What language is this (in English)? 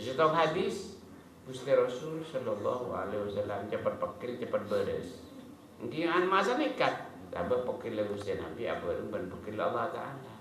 Madurese